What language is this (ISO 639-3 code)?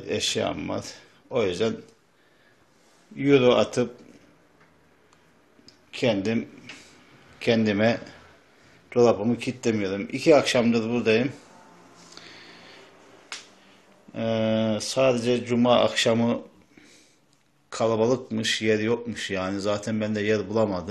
tur